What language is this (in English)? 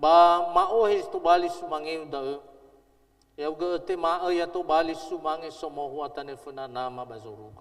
Nias